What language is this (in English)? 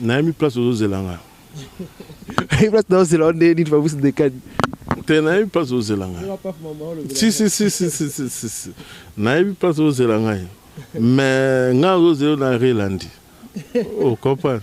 Lingala